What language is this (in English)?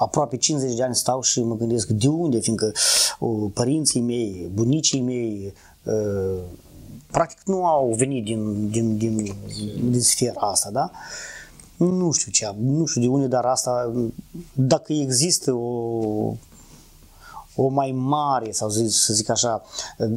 Romanian